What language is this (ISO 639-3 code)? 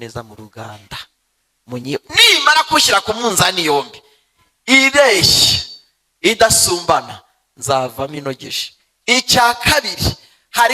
kin